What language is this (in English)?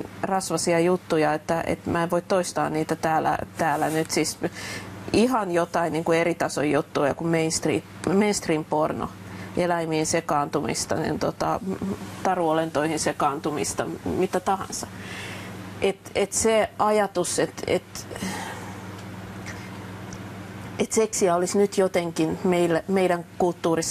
Finnish